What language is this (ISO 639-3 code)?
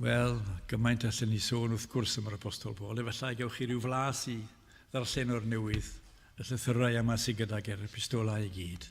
cym